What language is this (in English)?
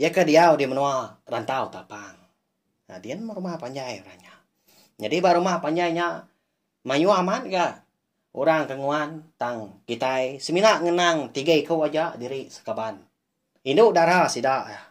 Iban